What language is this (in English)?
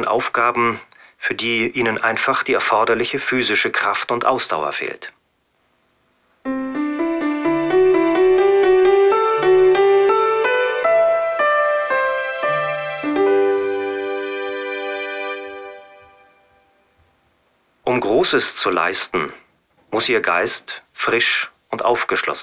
German